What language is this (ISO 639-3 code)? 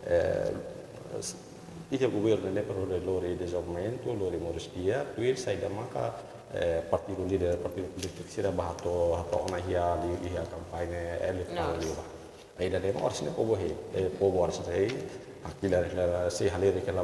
tet